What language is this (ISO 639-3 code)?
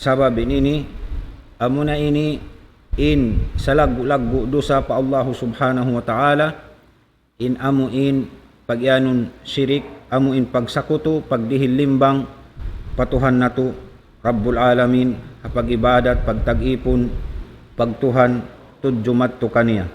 tsg